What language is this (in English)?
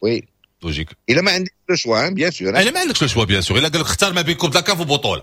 Moroccan Arabic